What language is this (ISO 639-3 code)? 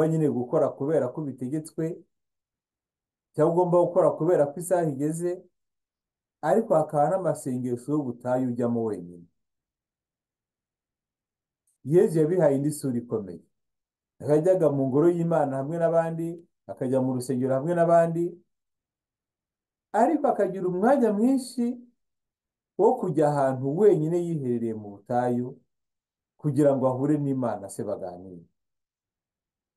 kin